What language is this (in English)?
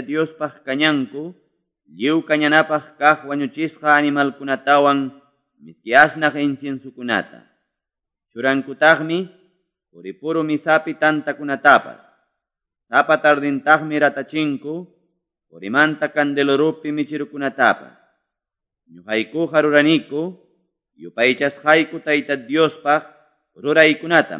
Quechua